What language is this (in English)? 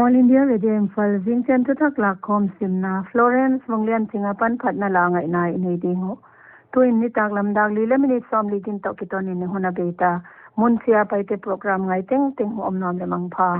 Paite Chin